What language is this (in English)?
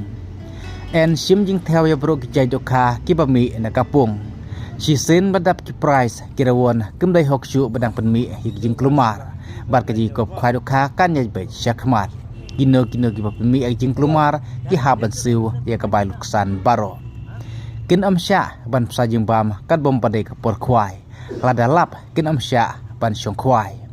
Khasi